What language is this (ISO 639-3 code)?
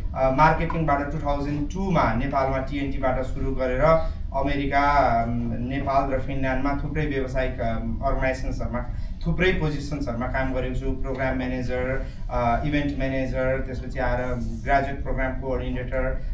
nep